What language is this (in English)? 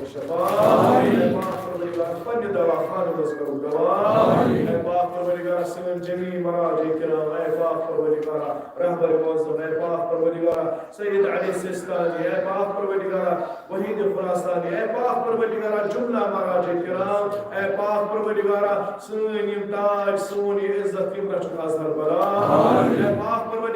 Kashmiri